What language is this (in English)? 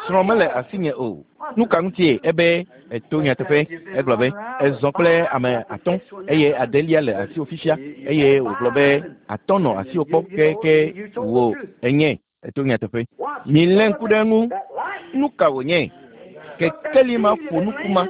Ewe